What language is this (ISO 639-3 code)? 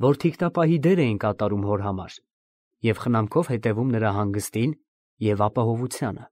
hye